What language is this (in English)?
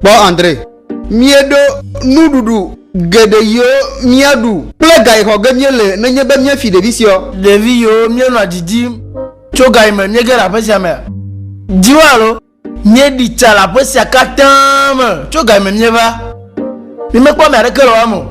Ewe